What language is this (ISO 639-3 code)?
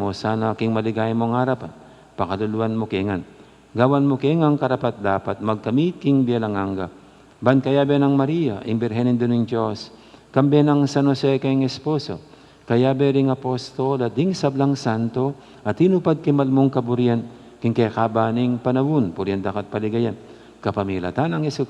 pam